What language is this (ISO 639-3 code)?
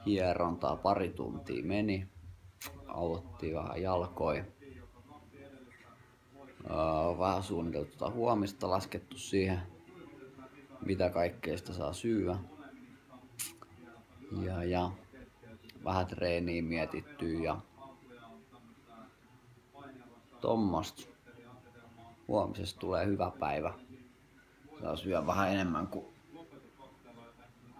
fin